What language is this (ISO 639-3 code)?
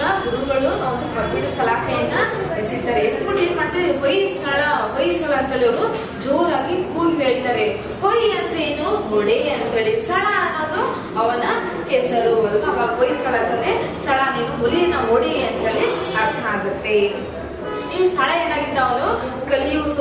kan